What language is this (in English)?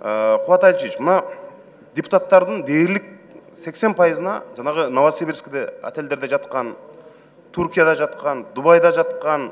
Kyrgyz